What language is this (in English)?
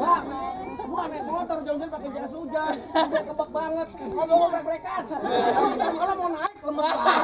Betawi